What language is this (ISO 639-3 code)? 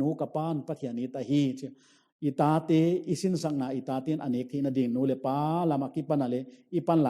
pck